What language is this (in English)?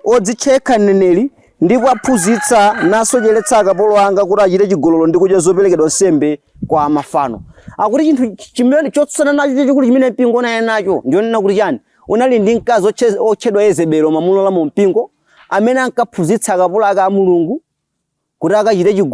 Nyanja